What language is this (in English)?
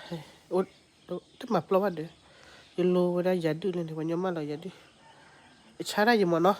S'gaw Karen